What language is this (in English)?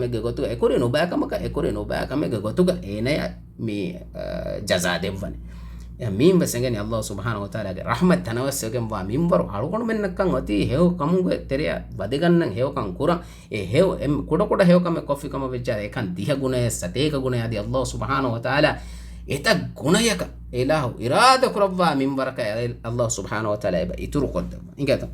Divehi